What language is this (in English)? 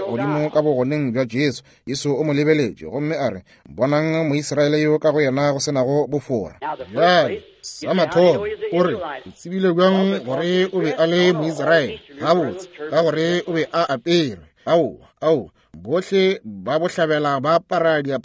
Northern Sotho